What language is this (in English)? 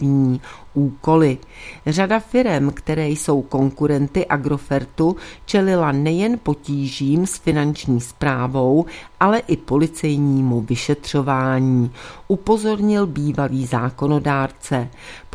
Czech